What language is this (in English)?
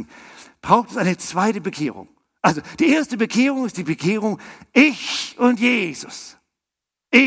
German